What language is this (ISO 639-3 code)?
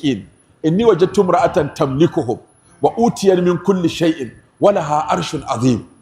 hau